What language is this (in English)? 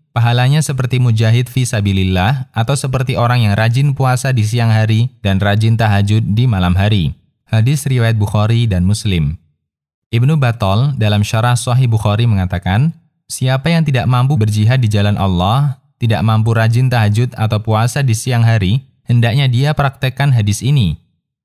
Indonesian